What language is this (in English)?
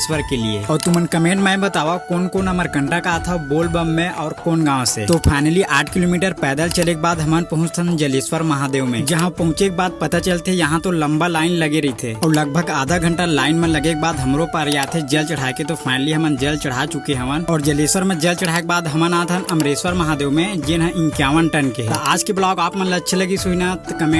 Chhattisgarhi